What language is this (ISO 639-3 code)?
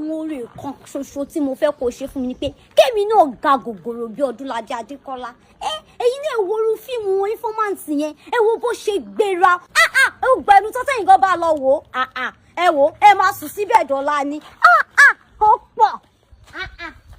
yor